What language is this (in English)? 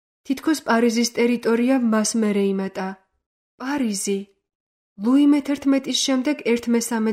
Georgian